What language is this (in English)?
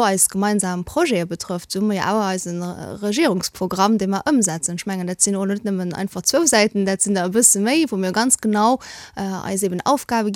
Luxembourgish